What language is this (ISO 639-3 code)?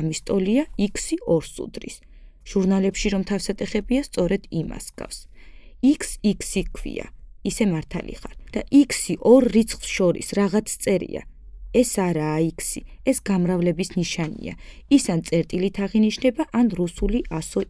kat